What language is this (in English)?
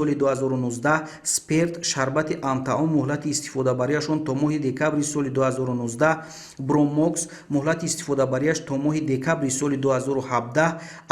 Tajik